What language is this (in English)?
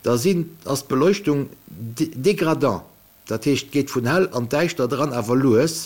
Luxembourgish